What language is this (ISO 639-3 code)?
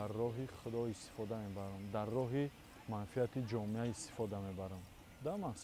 tgk